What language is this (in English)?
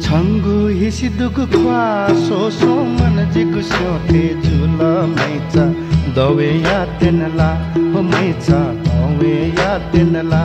Newari